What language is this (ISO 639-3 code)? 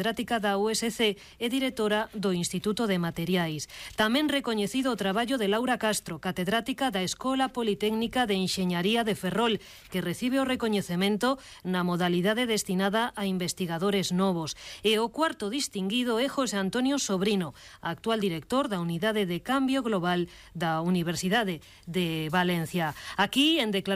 glg